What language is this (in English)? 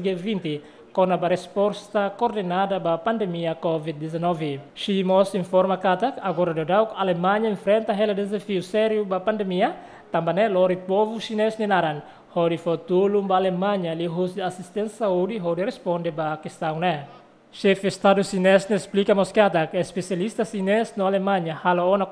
Tetum